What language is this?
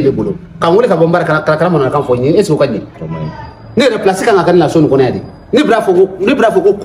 Bambara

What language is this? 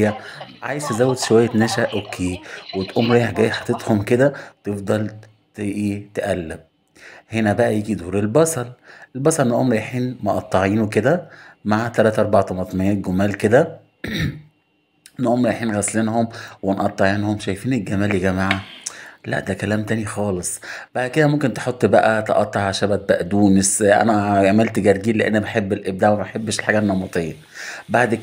Egyptian Arabic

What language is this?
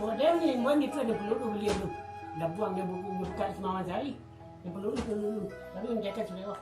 Minangkabau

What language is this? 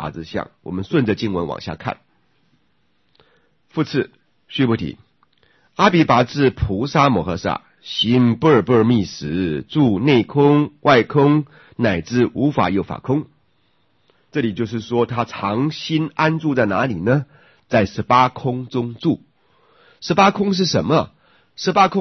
Chinese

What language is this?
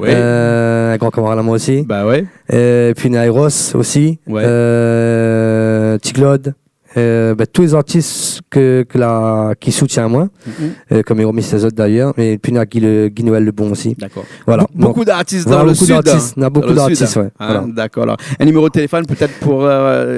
Réunion Creole French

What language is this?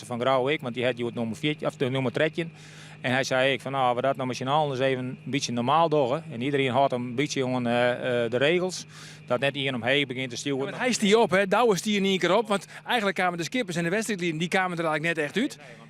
Western Frisian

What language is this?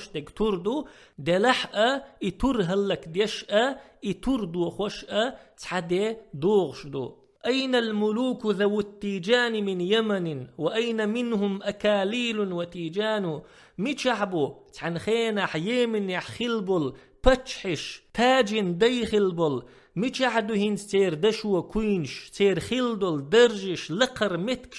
Chechen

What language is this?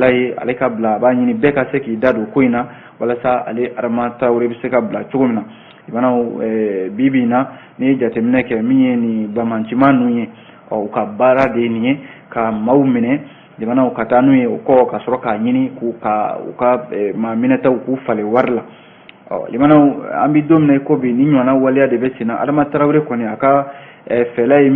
Bambara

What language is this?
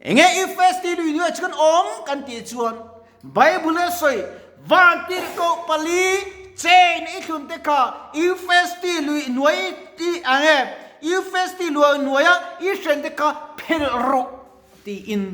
Mizo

